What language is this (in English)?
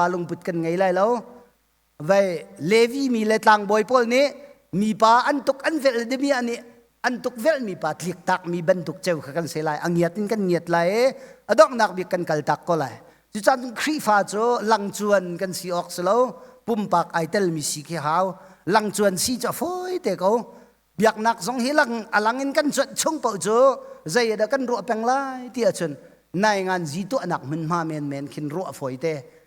Hakha Chin